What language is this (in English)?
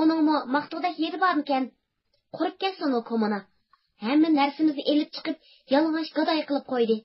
Uyghur